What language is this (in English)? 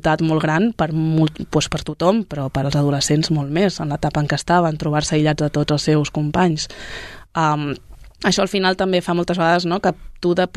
Catalan